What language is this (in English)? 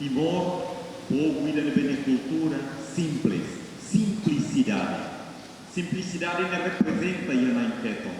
Tetum